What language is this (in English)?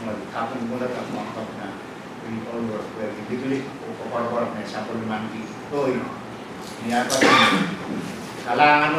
Pohnpeian